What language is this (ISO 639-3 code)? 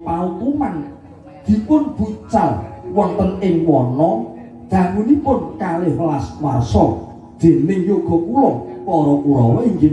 jav